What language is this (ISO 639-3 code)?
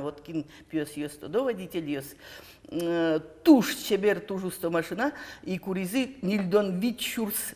udm